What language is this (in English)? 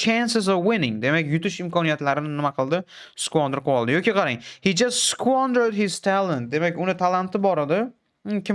Uzbek